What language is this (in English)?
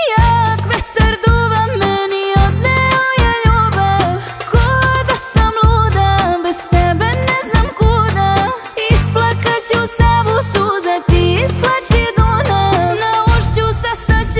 Serbian